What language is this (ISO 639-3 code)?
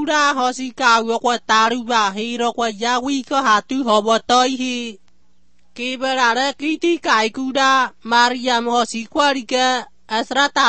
eus